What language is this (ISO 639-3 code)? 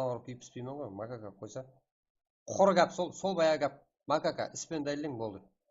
kaa